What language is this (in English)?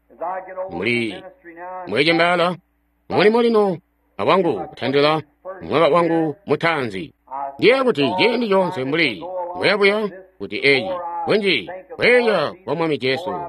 Tonga (Zambia)